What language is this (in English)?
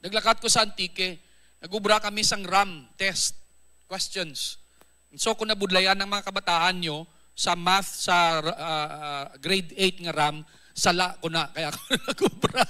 Hiligaynon